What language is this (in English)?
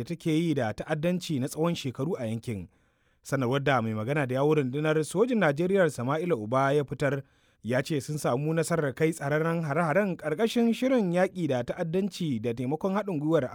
Hausa